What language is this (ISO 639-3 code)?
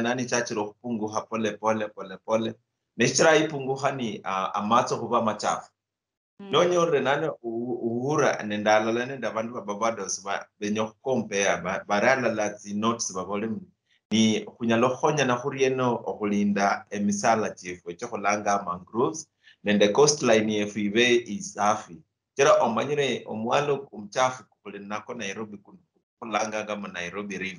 luy